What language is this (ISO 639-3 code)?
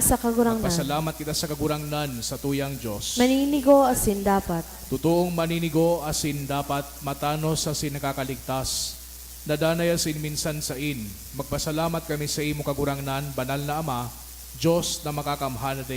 bik